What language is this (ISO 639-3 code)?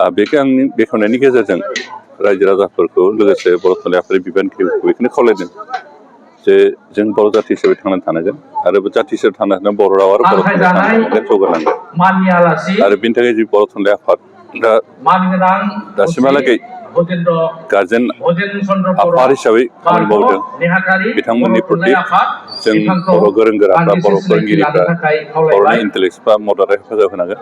brx